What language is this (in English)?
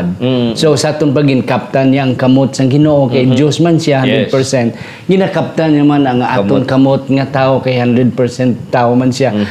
Hiligaynon